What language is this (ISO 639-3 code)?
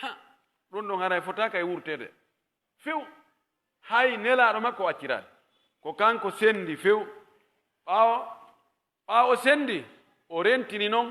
fuf